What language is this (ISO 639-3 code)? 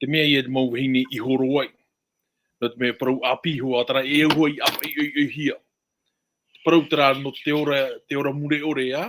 tah